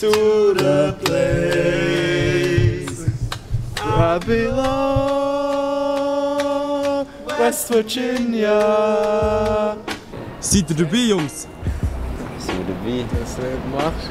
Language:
Swiss German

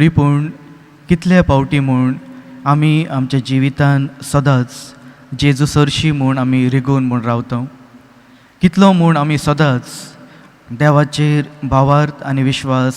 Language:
Konkani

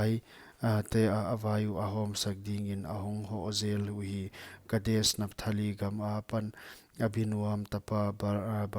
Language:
Paite Chin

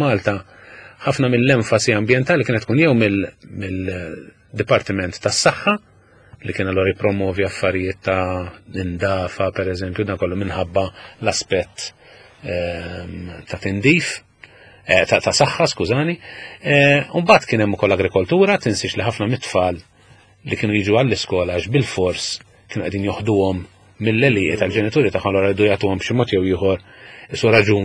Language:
Maltese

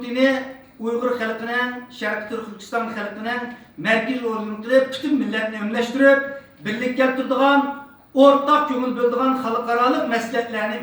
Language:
Uyghur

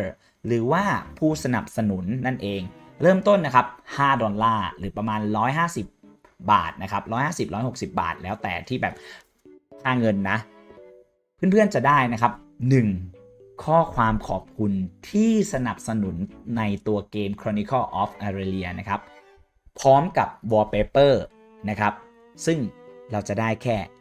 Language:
Thai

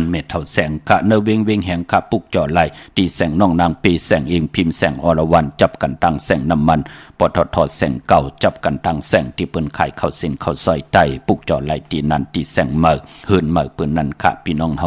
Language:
Shan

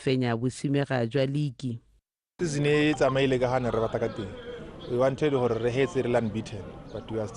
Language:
Tswana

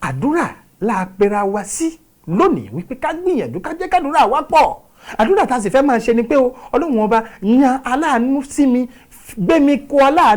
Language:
Yoruba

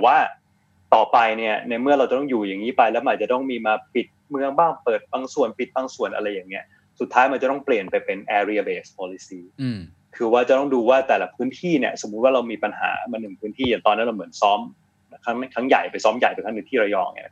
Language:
Thai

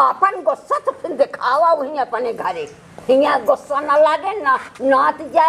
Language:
Awadhi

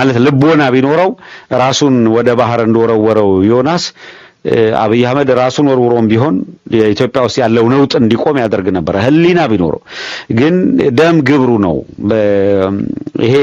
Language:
Amharic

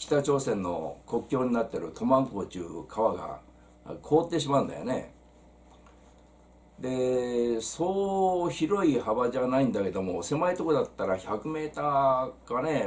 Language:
Japanese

